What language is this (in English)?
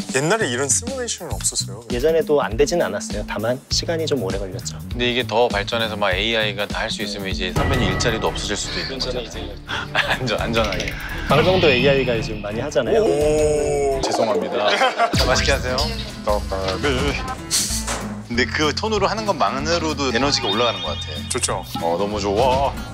Korean